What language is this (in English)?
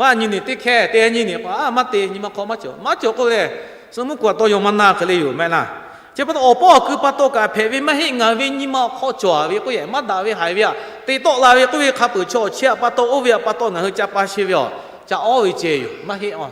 Lahu